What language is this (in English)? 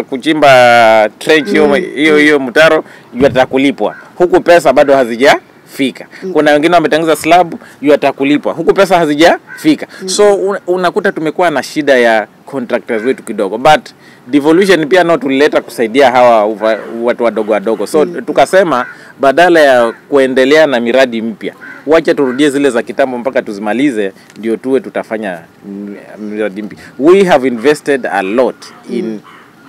Swahili